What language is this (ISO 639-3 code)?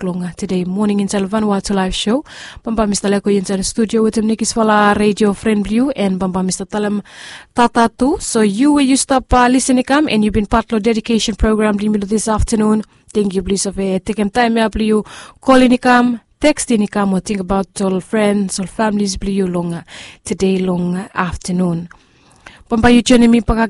bis